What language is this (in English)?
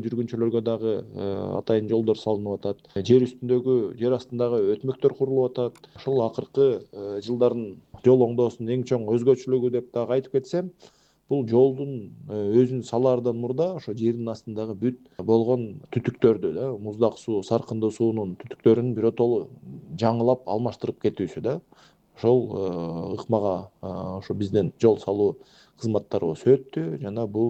Kyrgyz